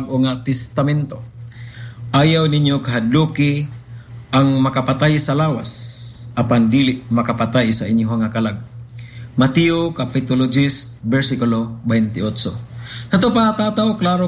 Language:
Cebuano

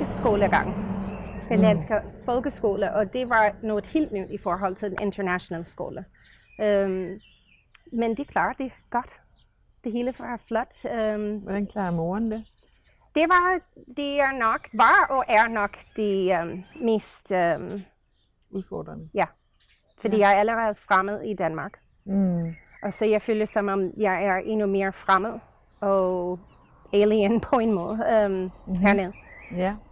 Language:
Danish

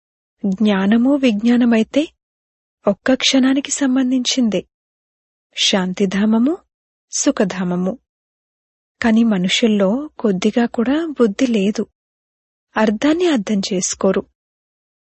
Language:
Telugu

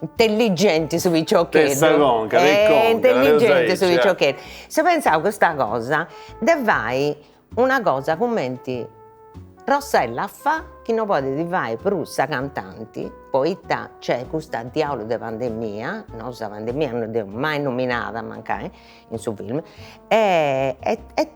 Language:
Sardinian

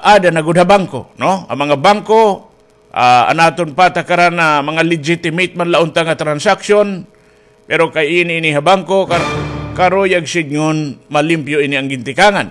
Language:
Waray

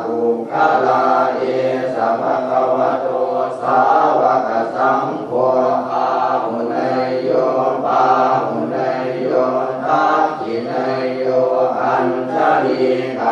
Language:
Pali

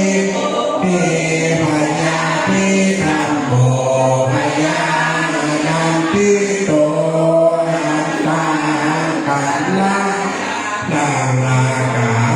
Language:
Pali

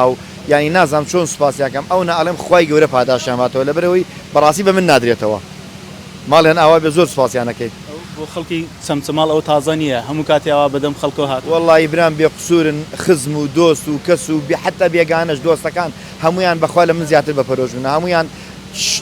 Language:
Central Kurdish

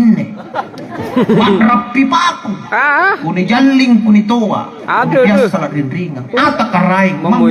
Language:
Makasar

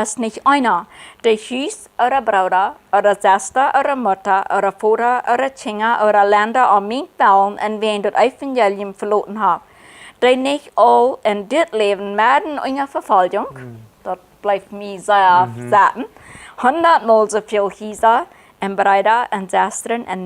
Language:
Plautdietsch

